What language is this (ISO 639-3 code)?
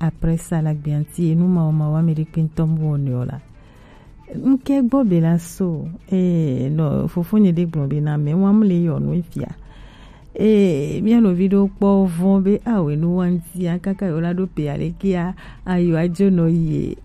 gej